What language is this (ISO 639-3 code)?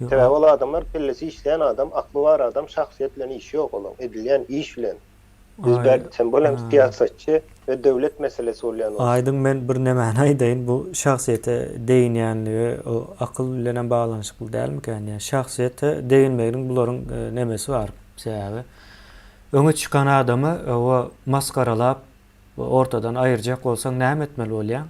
tuk